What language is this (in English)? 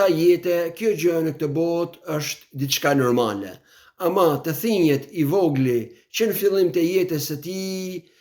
Albanian